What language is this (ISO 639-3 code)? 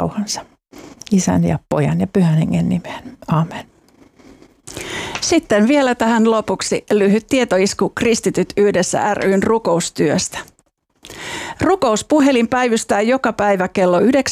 fin